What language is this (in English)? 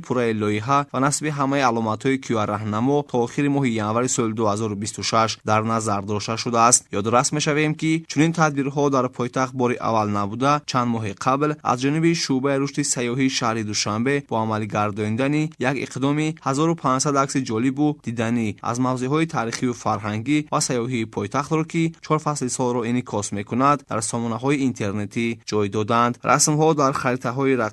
Tajik